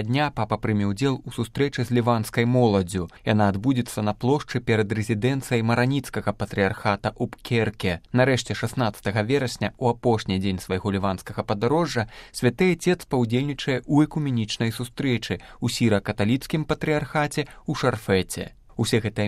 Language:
Belarusian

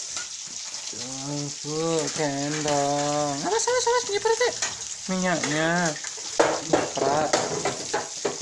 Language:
Indonesian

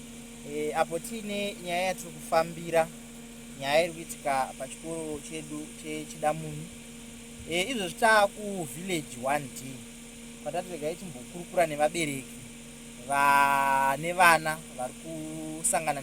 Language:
Shona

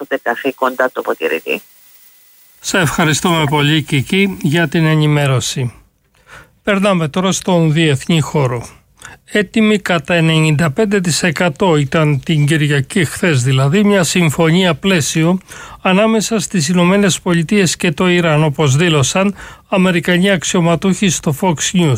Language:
Greek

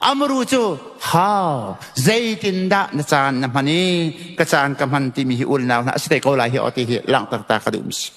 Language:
Hakha Chin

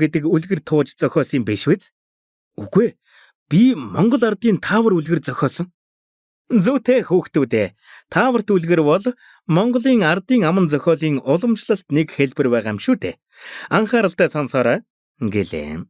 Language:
Mongolian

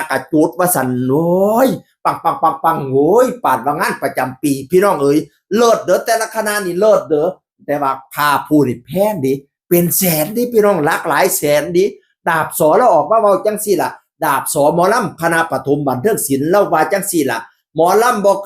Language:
Northeastern Thai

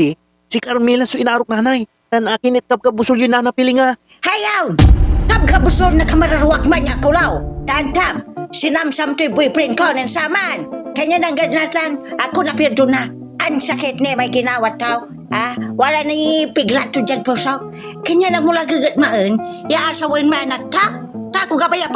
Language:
Pangasinan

